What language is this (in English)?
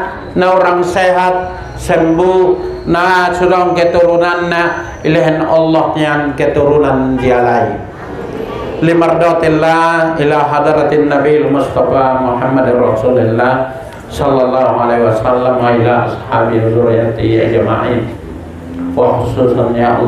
Batak Mandailing